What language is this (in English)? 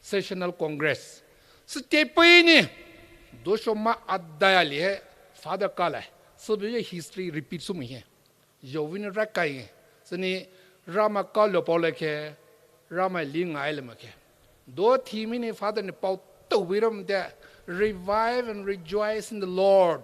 Poumei Naga